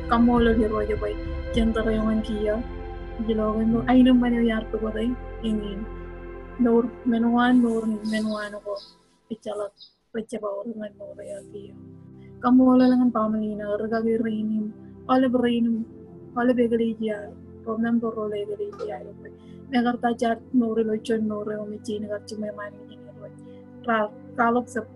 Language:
Marshallese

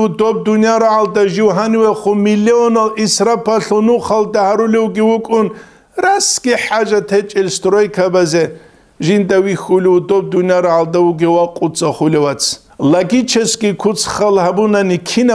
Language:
Avaric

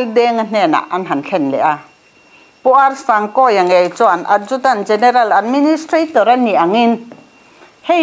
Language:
Mizo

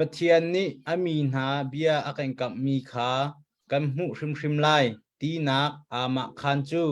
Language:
Hakha Chin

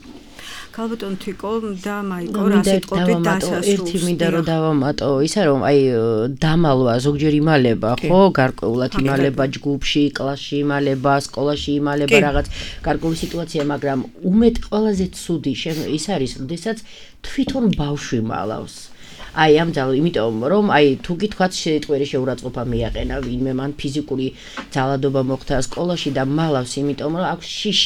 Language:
Georgian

